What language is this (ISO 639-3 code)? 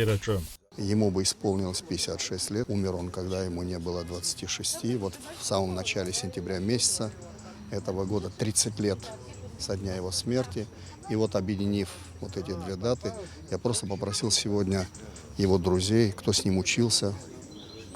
abk